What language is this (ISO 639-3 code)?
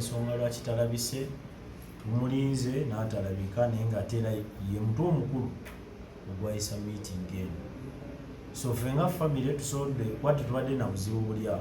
lug